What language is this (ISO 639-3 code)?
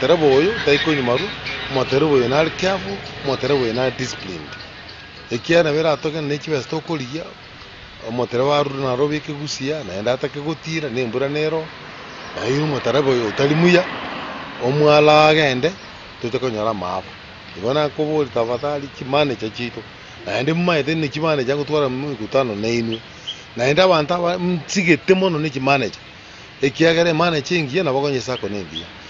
guz